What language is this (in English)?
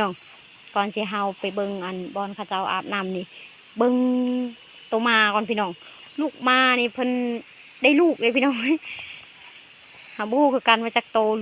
Lao